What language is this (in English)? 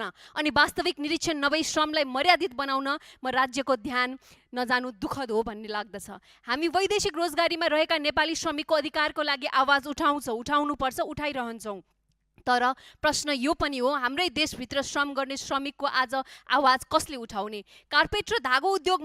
Nepali